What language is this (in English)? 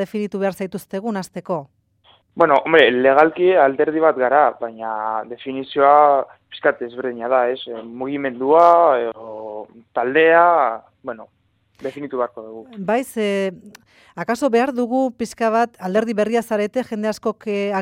Basque